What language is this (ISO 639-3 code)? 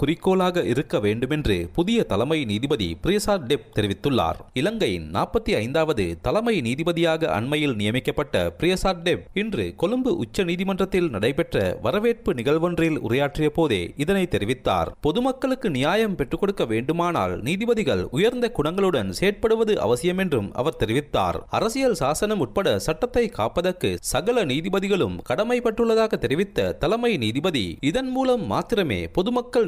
tam